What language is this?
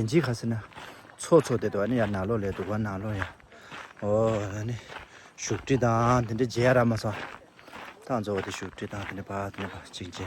Tibetan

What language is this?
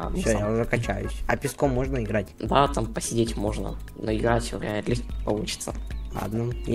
Russian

